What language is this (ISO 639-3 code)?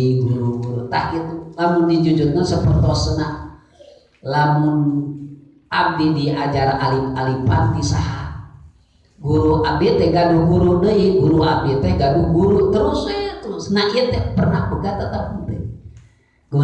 sun